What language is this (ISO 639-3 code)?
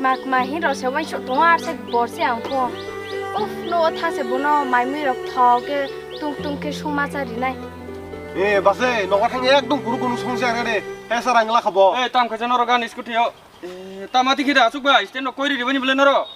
trp